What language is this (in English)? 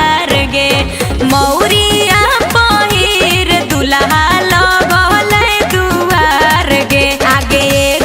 Magahi